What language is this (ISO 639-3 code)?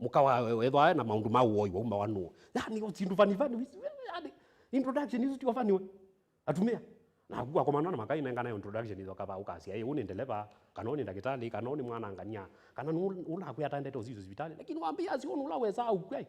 kam